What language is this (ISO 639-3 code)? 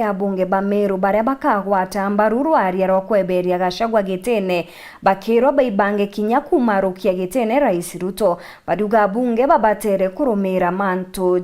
mer